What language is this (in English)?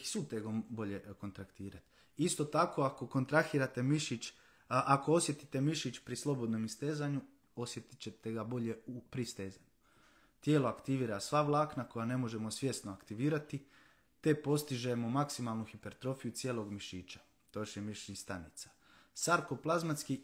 Croatian